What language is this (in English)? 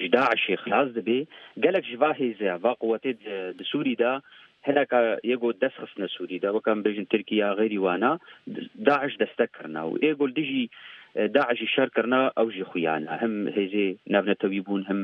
Kurdish